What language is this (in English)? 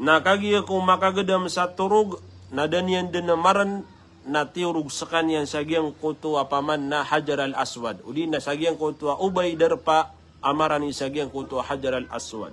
Maranao